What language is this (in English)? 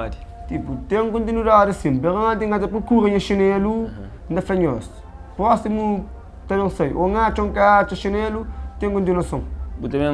Kabuverdianu